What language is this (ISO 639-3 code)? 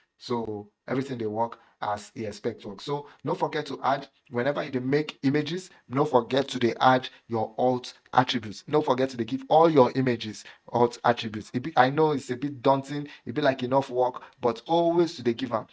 pcm